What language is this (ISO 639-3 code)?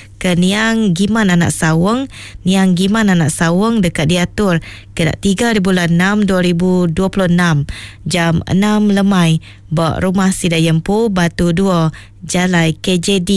iba